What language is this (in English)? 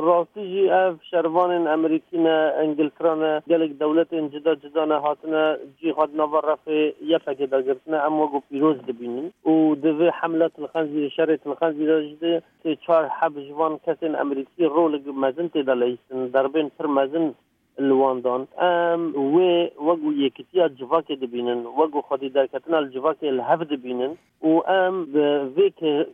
Kurdish